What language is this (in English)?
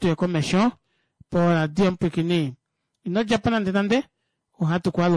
Kuanyama